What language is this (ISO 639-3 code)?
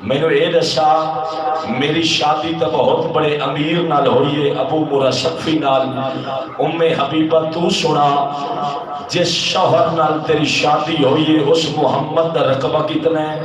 skr